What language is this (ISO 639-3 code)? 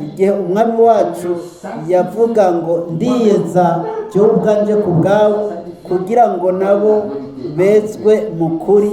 run